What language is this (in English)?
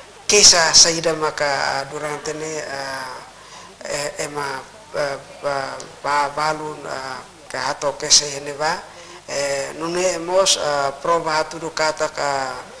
Tetum